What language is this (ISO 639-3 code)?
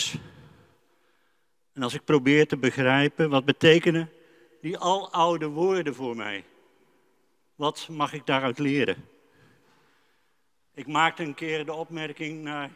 nld